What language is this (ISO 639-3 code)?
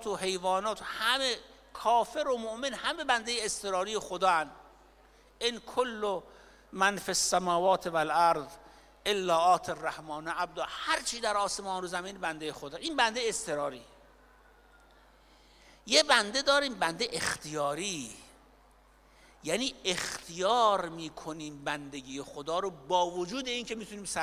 fas